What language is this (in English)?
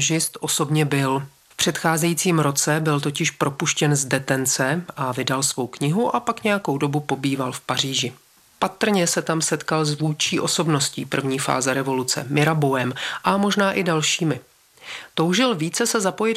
Czech